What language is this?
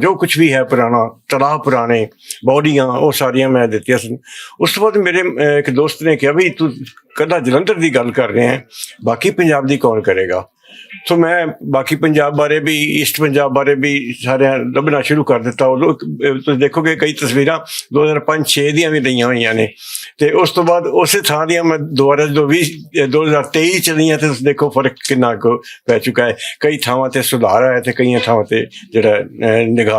Western Panjabi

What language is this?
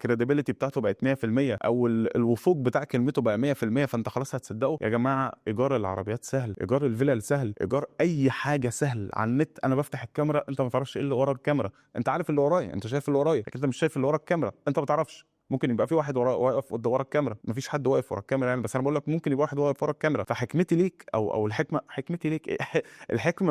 Egyptian Arabic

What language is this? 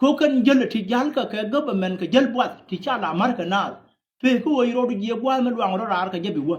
Nuer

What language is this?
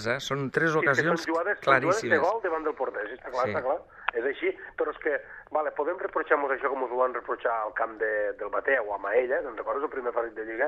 Catalan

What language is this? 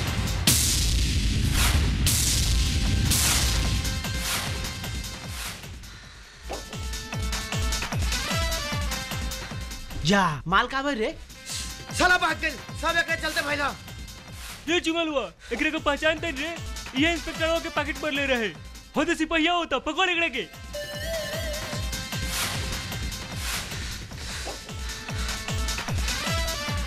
Bhojpuri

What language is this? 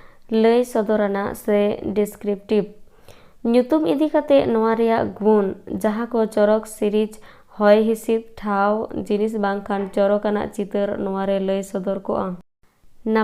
Santali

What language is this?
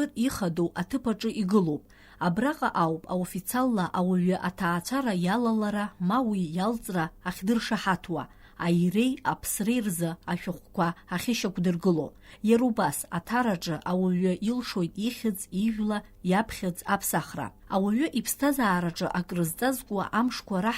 Abkhazian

